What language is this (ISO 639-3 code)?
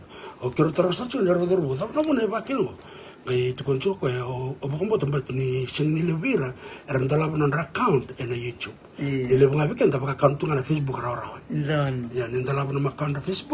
fij